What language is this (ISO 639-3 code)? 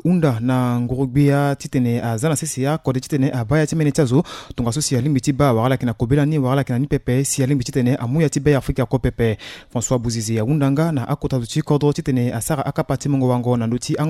sag